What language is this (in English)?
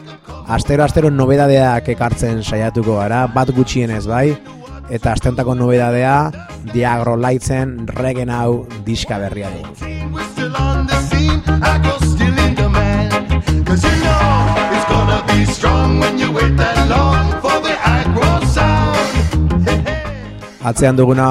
Basque